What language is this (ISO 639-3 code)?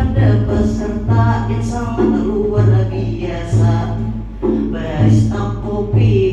bjn